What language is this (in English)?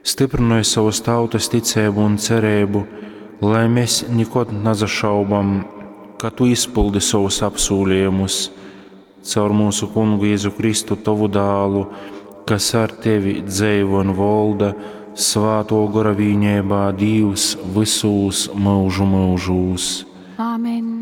Latgalian